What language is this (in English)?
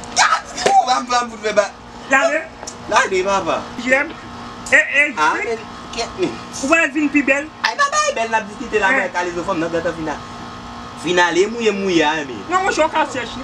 Haitian Creole